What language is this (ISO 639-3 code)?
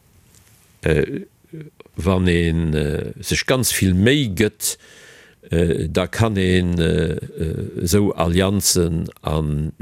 ltz